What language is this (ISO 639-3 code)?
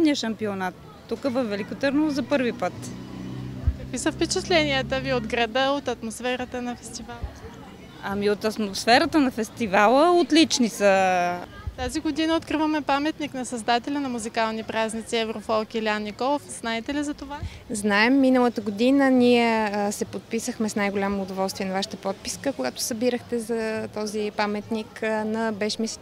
bul